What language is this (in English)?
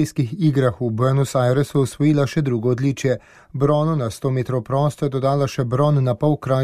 Slovenian